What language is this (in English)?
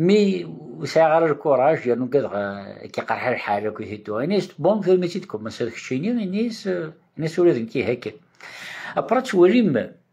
Kabyle